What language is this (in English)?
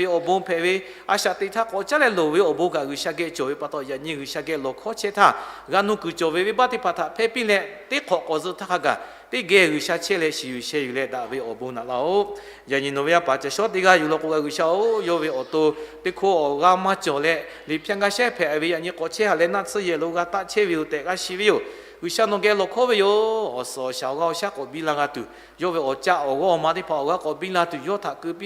Lahu